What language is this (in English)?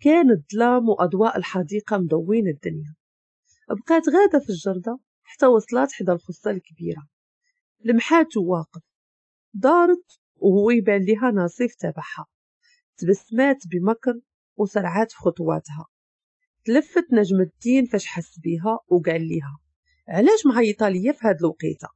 Moroccan Arabic